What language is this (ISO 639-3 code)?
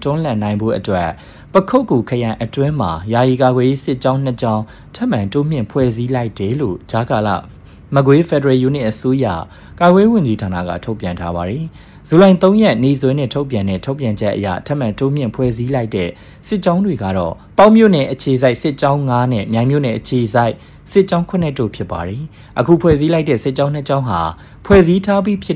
mya